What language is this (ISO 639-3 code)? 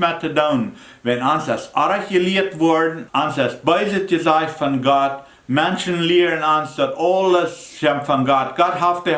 pdt